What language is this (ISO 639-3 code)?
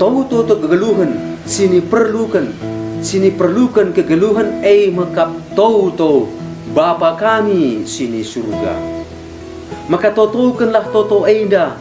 btx